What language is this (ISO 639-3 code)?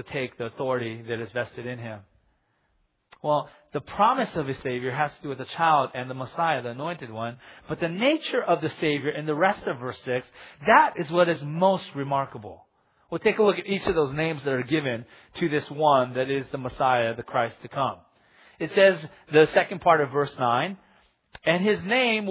eng